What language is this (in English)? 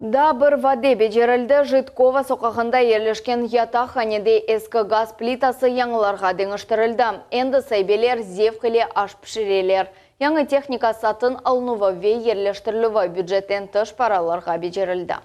Crimean Tatar